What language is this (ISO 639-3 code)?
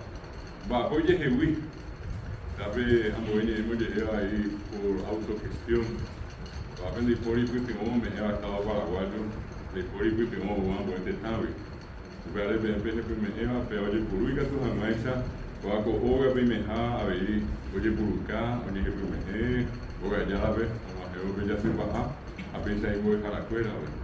grn